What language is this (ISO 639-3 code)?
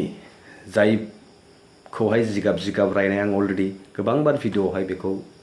brx